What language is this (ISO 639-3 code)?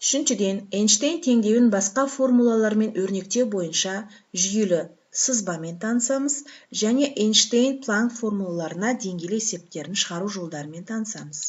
kaz